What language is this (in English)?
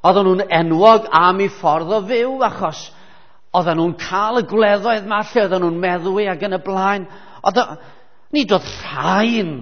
Welsh